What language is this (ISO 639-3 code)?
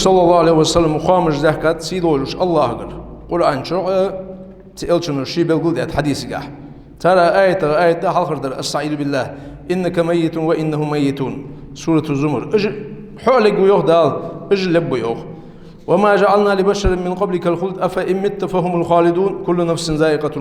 inh